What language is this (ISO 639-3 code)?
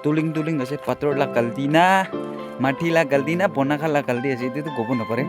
nag